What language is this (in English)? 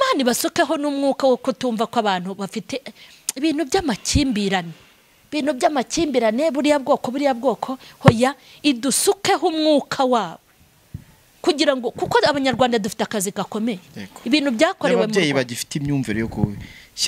Kinyarwanda